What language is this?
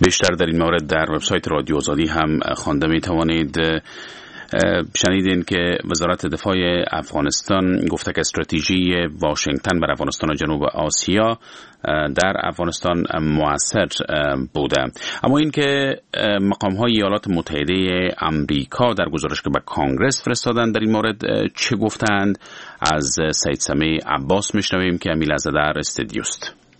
Persian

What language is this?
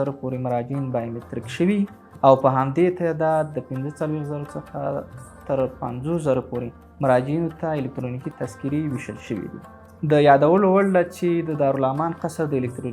Pashto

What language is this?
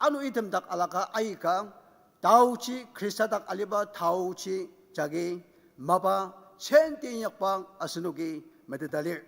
Ao Naga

